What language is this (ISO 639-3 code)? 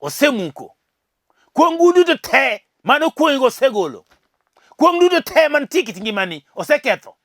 luo